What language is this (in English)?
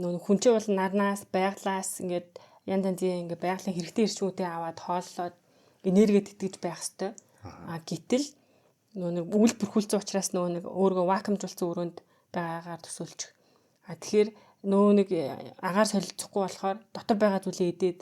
Mongolian